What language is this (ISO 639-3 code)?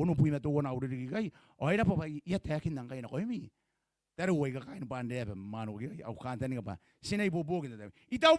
gil